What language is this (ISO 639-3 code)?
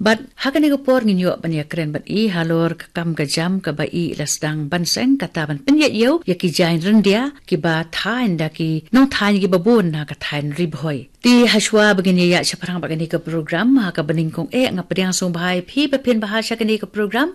kha